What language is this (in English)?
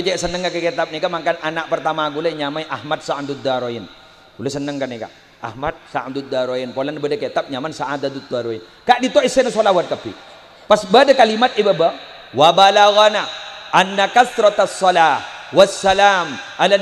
Madurese